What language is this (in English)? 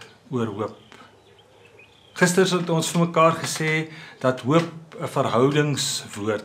Afrikaans